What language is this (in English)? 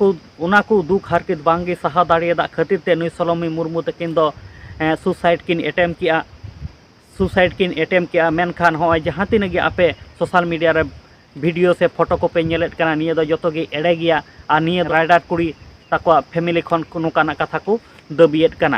Santali